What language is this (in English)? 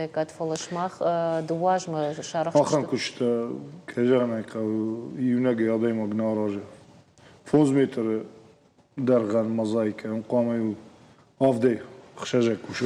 Ossetic